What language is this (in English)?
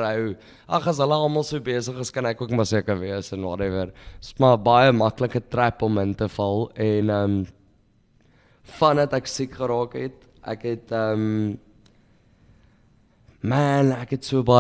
Afrikaans